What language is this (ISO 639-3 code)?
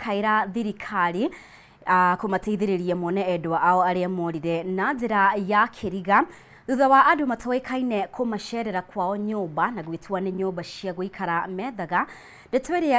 kik